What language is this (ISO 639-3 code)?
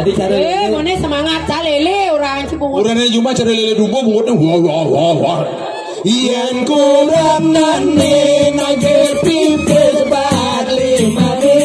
ban